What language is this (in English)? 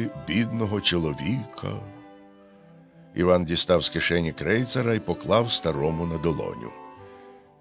Ukrainian